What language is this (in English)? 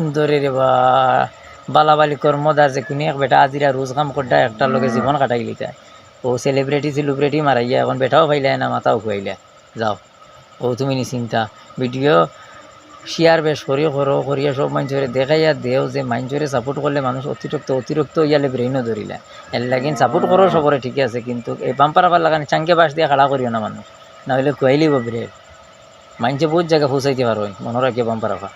Sylheti